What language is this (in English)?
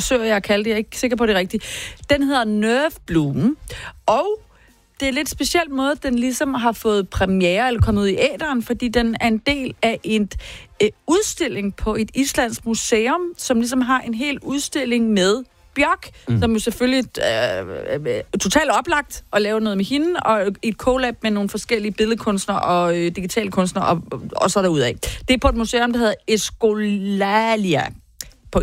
Danish